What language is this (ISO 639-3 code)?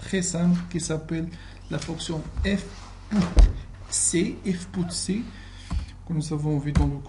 fra